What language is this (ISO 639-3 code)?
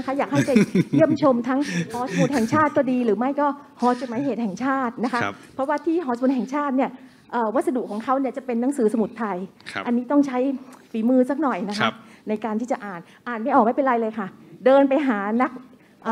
tha